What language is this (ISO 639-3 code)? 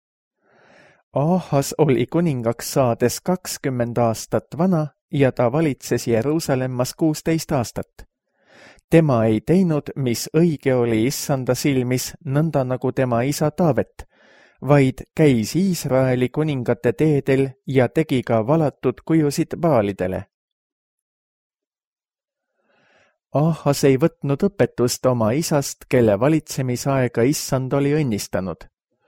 est